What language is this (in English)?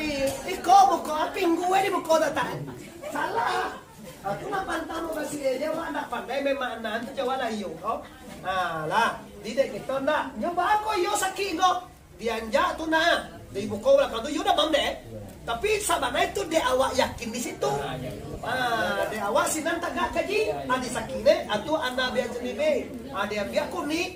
Minangkabau